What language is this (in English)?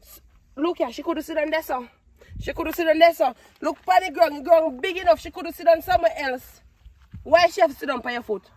Jamaican Creole English